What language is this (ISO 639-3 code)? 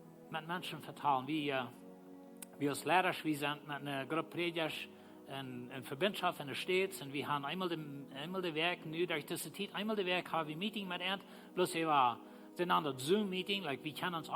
pdt